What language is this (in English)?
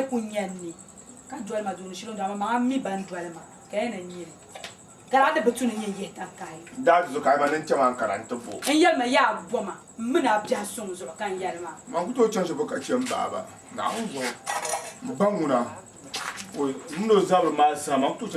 Dagbani